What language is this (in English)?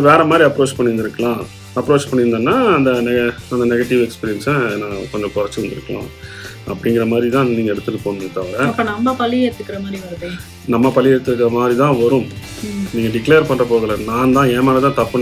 Tamil